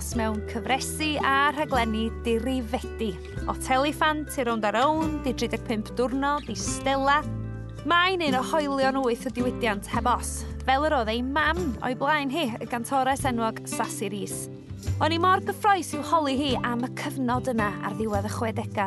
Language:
Welsh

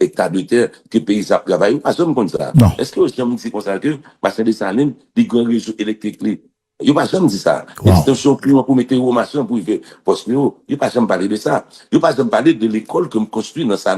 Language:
Haitian Creole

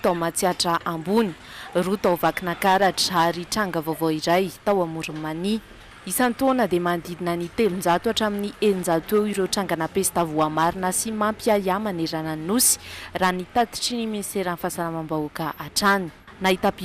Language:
Malagasy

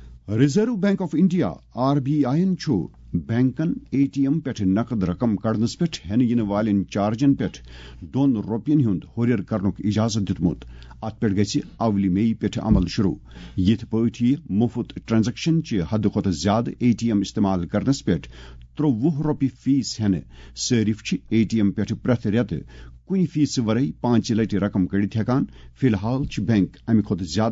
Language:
Kashmiri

